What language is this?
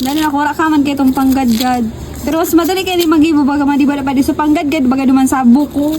Bikol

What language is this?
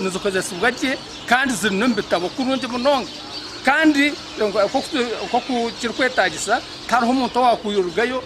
Nyankole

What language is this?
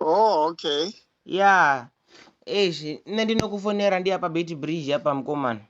Venda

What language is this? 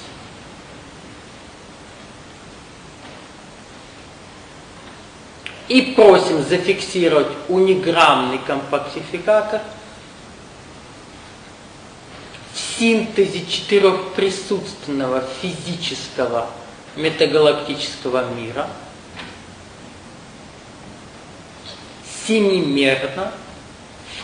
Russian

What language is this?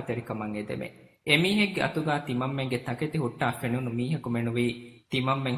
Divehi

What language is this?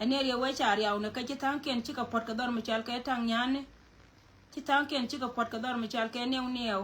Nuer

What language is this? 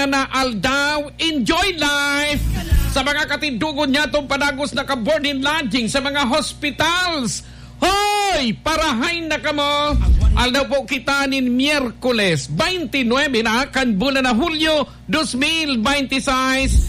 Bikol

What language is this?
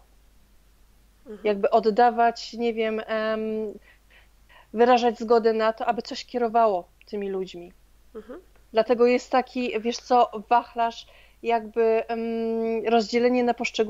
Polish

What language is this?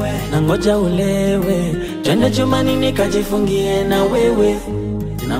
Swahili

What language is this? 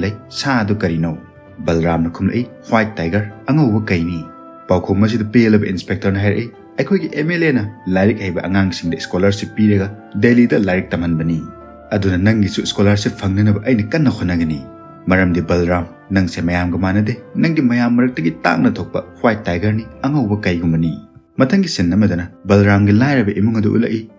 Manipuri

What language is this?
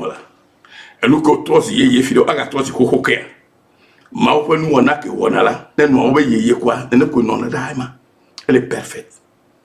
Ewe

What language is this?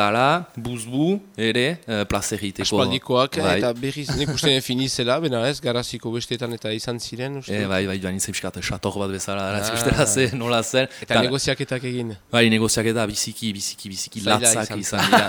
Basque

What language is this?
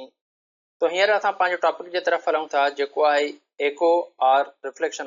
Sindhi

